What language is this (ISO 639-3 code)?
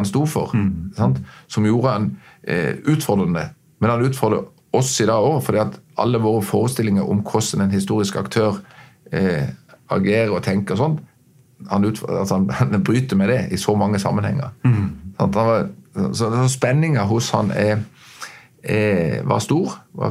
nor